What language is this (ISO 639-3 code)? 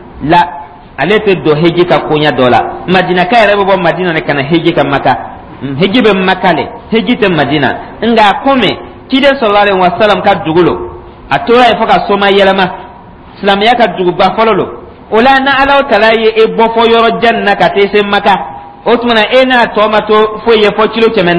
dyu